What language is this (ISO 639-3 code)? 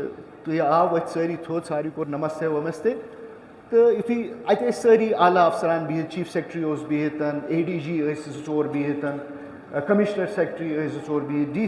kas